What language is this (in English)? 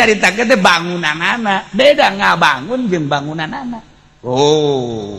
Sundanese